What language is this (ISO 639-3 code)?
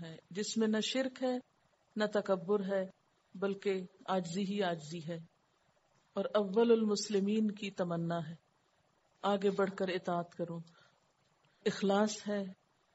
urd